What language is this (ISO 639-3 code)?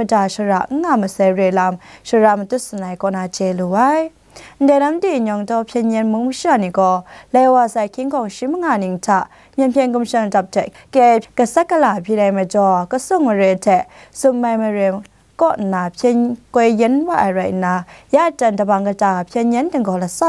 kac